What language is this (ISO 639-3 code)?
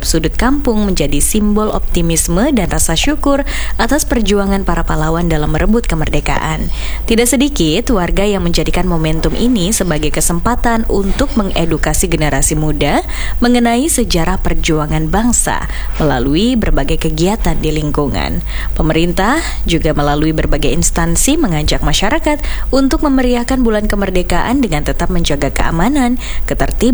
ind